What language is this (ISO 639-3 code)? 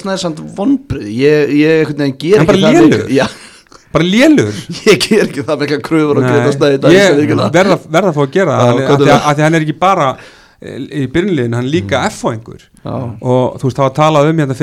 isl